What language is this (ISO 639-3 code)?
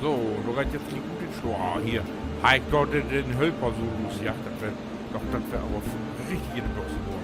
nds